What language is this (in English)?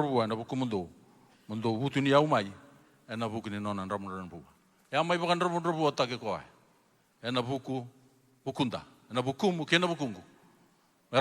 Fijian